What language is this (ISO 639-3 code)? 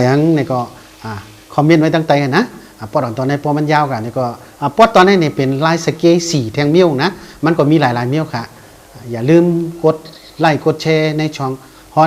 shn